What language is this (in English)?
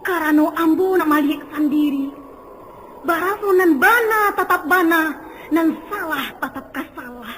Minangkabau